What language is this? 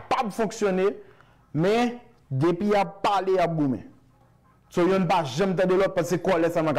Haitian Creole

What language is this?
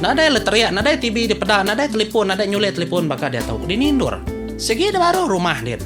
Iban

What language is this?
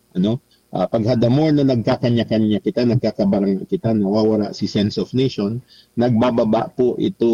Bikol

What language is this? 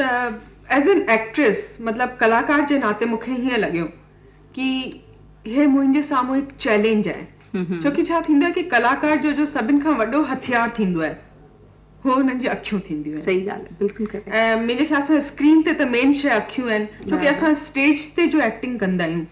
Sindhi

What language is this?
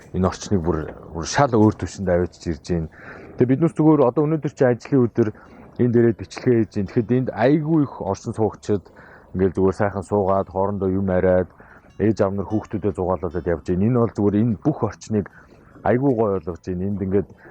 Mongolian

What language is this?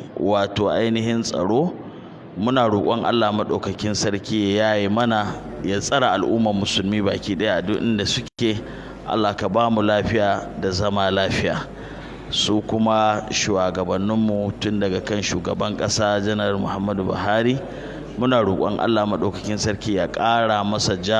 Hausa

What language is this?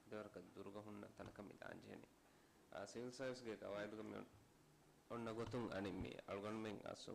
Divehi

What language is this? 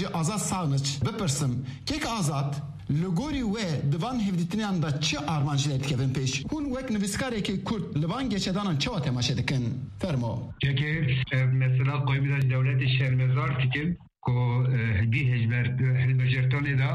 Kurdish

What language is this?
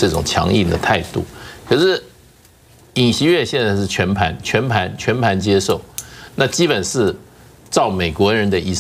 Chinese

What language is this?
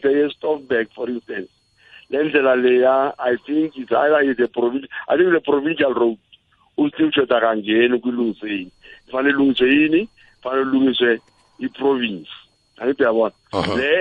South Ndebele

